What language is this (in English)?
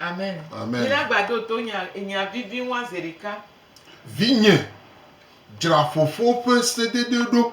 Gen